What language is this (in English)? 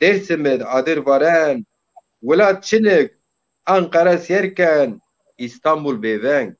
Zaza